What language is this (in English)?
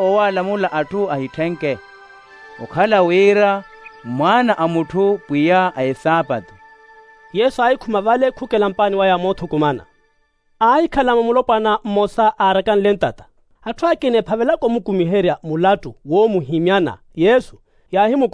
Makhuwa